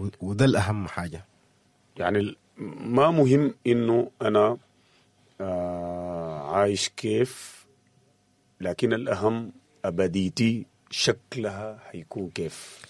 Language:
Sudanese Arabic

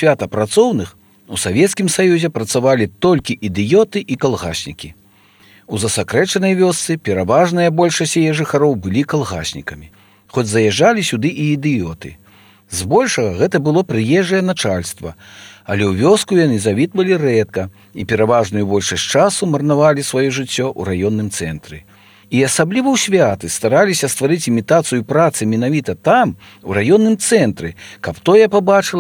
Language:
Belarusian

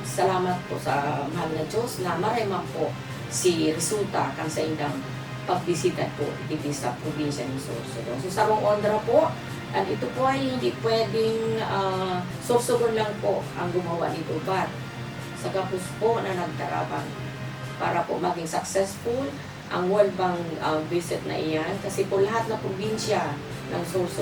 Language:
Bikol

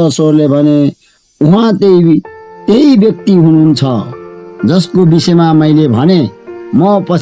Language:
Nepali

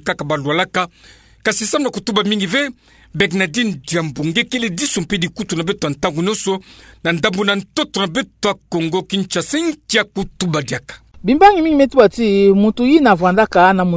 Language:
Kituba (Democratic Republic of Congo)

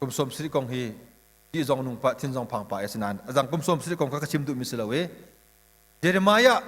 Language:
Hakha Chin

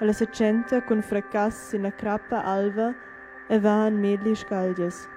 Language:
Romansh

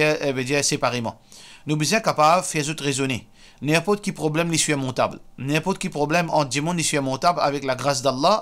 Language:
Morisyen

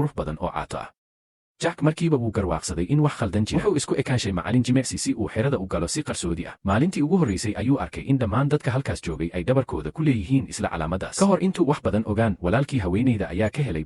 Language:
Somali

